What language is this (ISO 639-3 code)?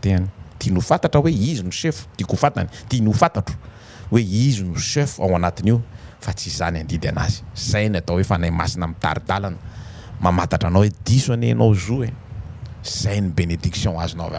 mlg